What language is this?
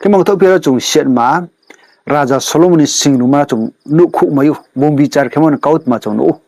Riang (India)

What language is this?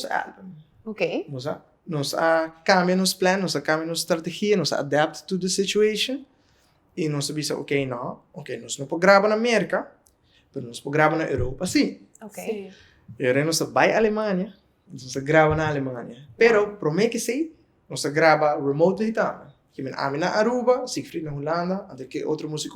Papiamento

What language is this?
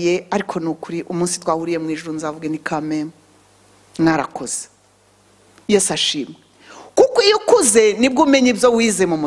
Kinyarwanda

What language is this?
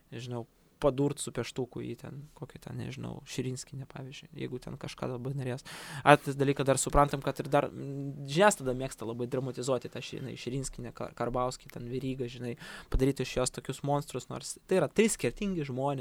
Lithuanian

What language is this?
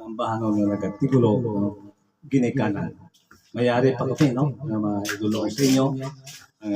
Hiligaynon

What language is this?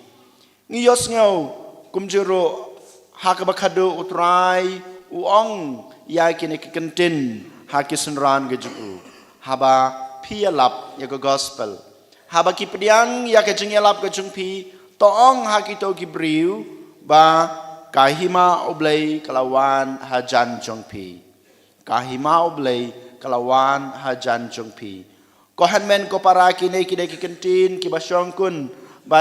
Khasi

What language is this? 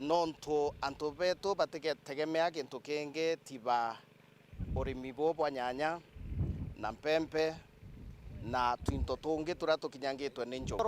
Meru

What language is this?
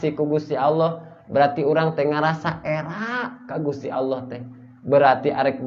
Sundanese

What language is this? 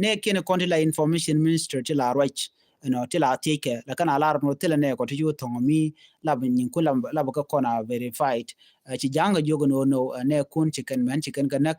Nuer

